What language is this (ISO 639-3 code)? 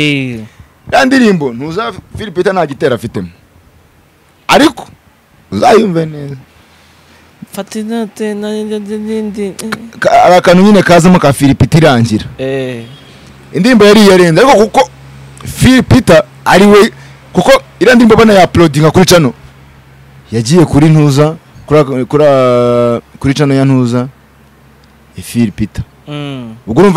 kin